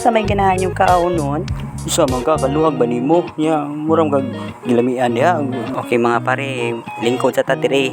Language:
Cebuano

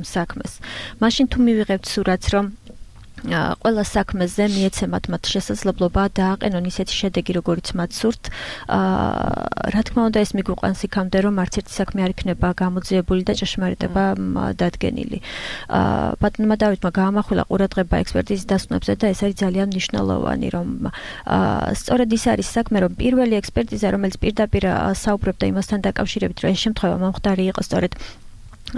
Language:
Georgian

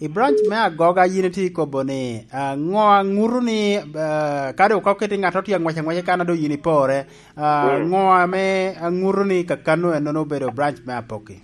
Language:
Lango (Uganda)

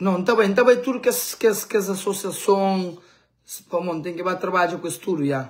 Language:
Kabuverdianu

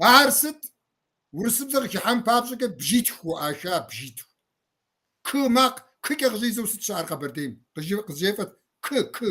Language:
Kabardian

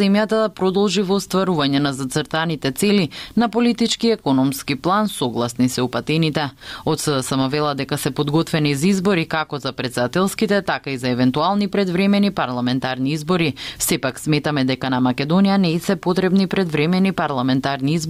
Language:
Macedonian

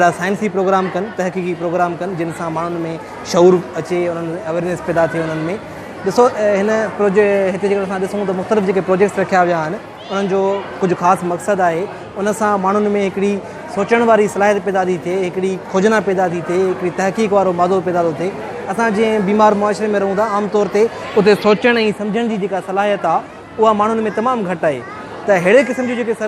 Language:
Sindhi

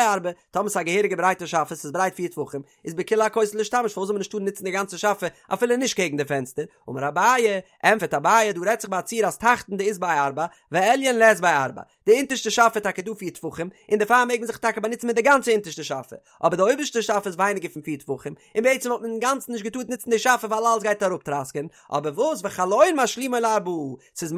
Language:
Yiddish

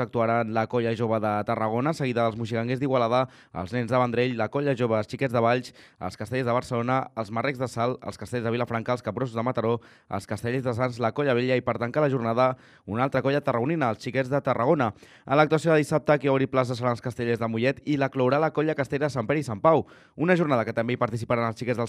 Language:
Catalan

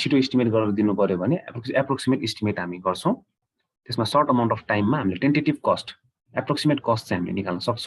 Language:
Nepali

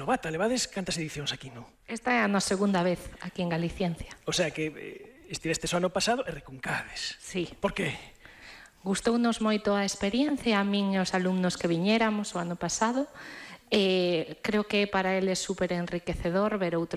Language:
Galician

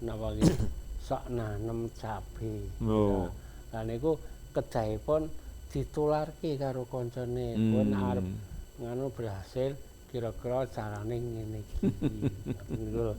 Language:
Javanese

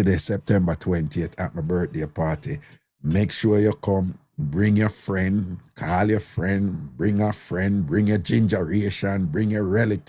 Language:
Jamaican Creole English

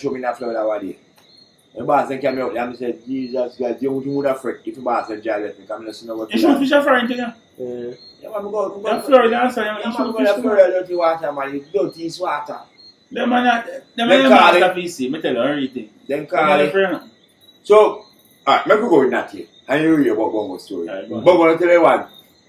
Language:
Jamaican Creole English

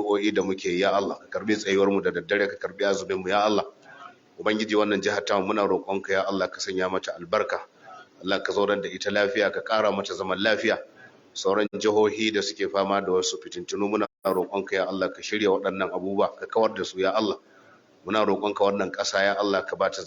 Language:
Hausa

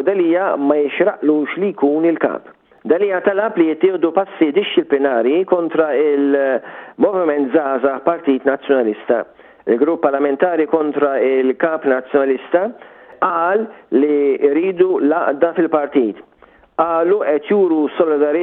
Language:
Maltese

